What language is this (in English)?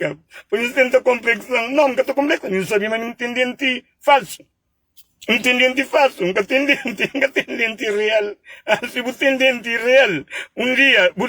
Kabuverdianu